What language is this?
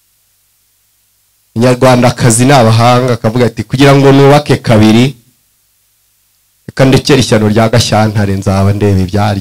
Kinyarwanda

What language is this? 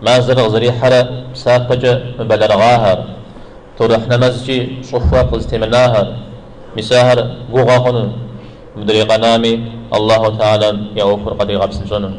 Kabardian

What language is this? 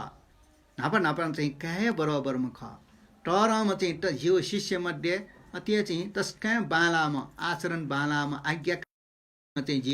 Newari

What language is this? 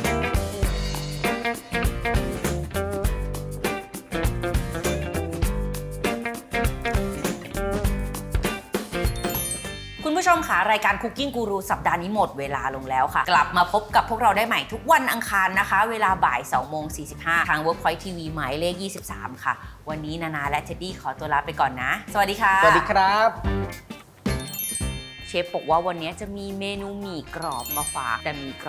Thai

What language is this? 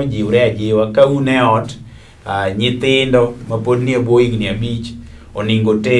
Luo (Kenya and Tanzania)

